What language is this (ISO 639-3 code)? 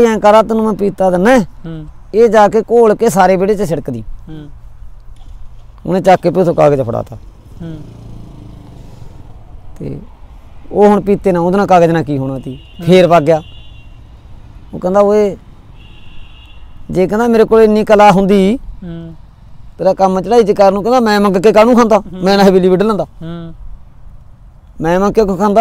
pan